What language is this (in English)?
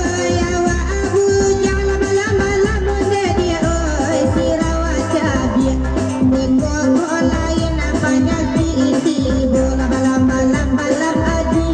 Minangkabau